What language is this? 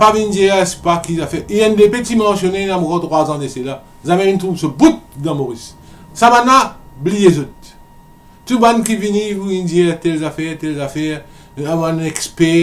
Morisyen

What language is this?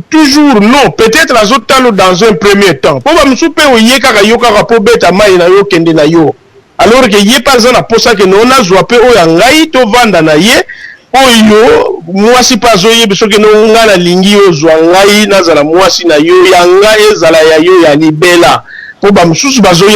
Lingala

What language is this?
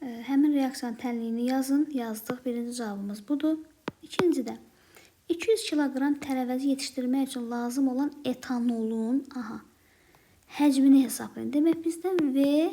Azerbaijani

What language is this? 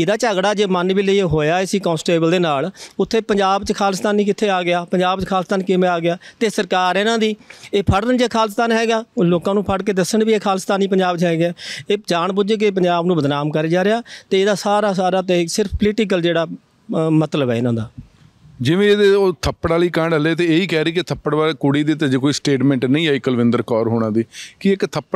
Punjabi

